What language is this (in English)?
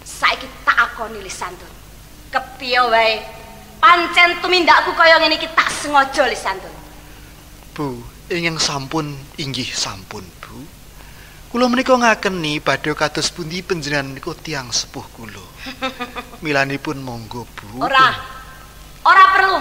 Javanese